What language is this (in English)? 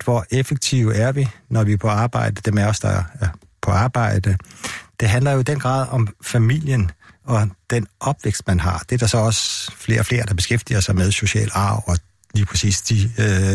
Danish